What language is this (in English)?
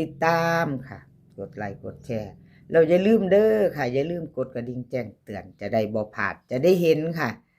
Northeastern Thai